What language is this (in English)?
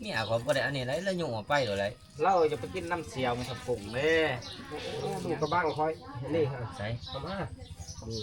Northeastern Thai